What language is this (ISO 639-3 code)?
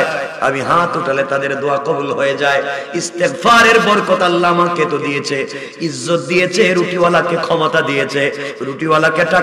ben